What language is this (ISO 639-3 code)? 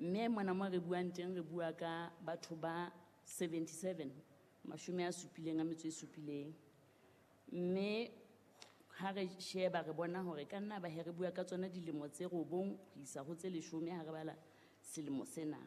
sot